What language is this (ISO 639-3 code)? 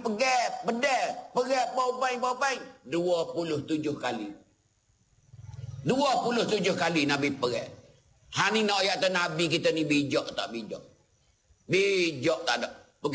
msa